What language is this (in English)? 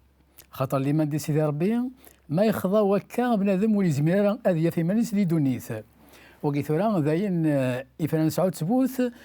Kabyle